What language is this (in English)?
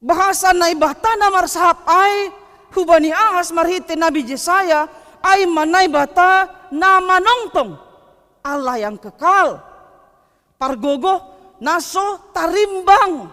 Batak Simalungun